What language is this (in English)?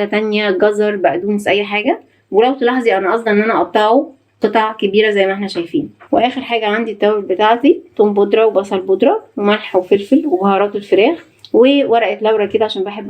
Egyptian Arabic